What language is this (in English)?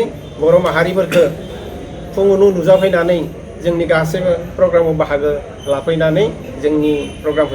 Bodo